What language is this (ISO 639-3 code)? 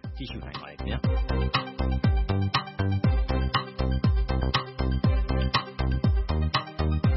mya